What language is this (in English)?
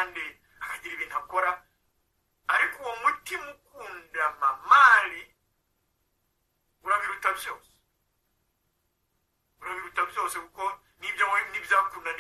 Kinyarwanda